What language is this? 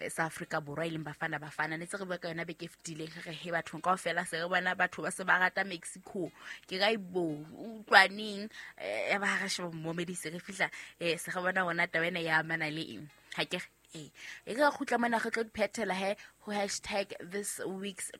Southern Sotho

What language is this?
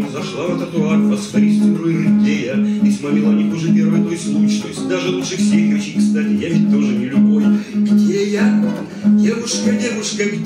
Russian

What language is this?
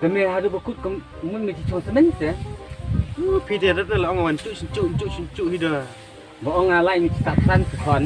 Khasi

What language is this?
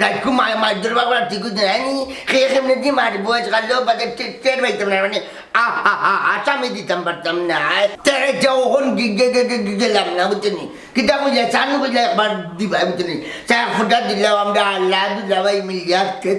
Sylheti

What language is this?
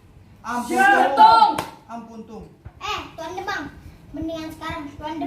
Betawi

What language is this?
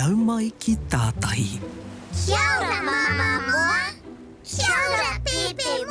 Māori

